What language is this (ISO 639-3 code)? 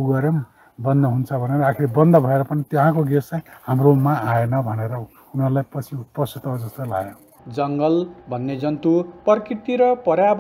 nep